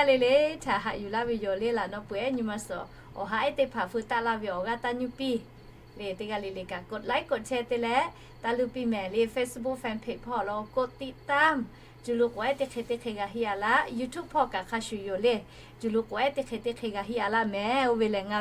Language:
Lahu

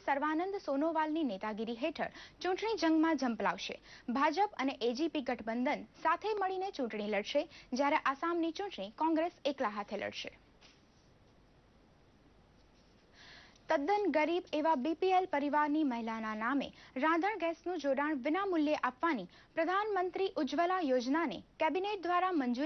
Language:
Gujarati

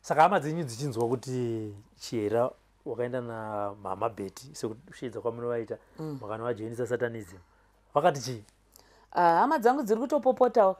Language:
Shona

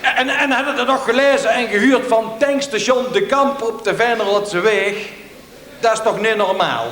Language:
Limburgish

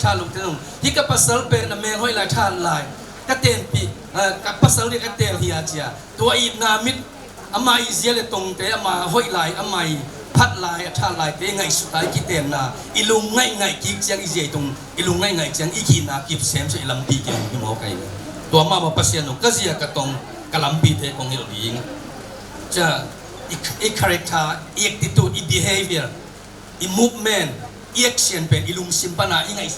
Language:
Tedim Chin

